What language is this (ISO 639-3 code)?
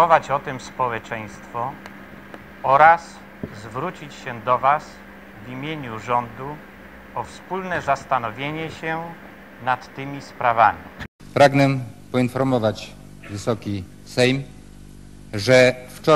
pol